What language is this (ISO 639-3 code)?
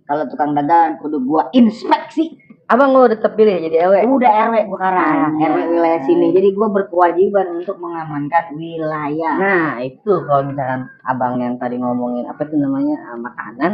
bew